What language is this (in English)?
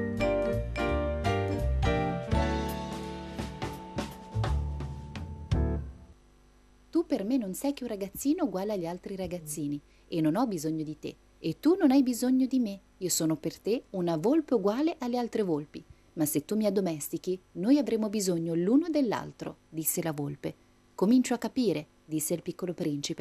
Italian